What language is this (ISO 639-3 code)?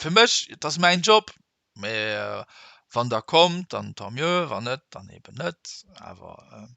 ltz